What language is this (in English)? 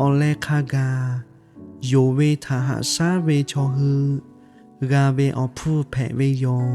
Lahu